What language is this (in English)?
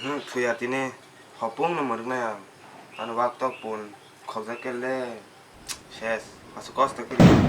Kok Borok